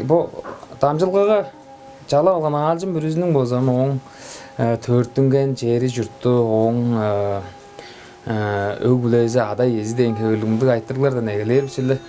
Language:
Tuvinian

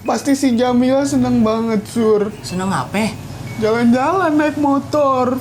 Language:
Betawi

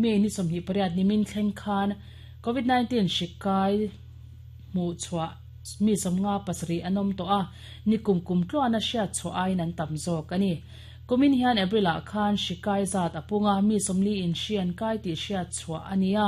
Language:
Mizo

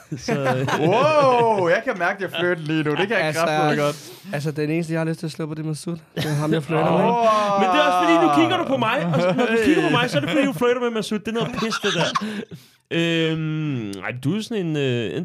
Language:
Danish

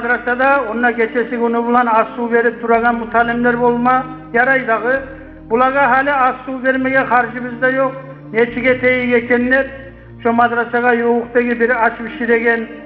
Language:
Kumyk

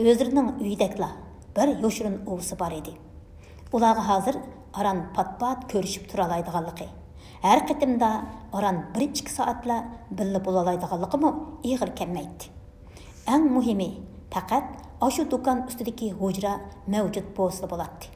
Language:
Uyghur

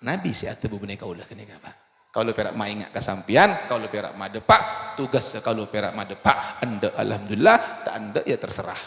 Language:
Madurese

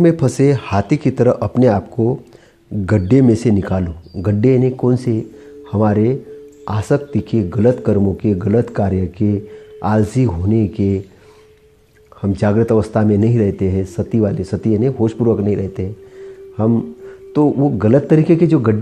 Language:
Hindi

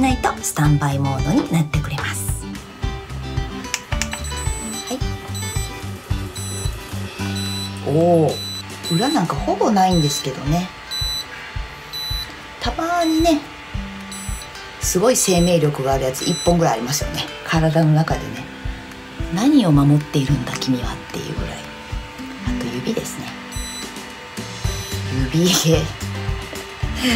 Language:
Japanese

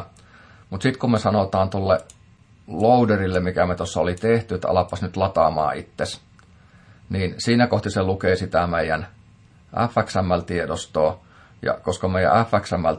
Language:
Finnish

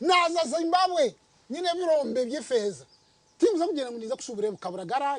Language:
Nyankole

